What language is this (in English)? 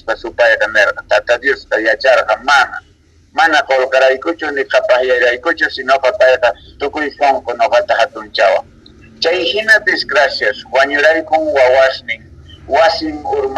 South Bolivian Quechua